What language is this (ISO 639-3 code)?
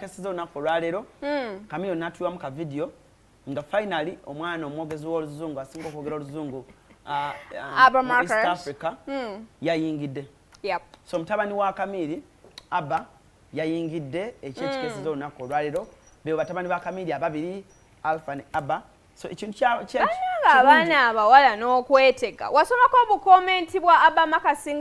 lug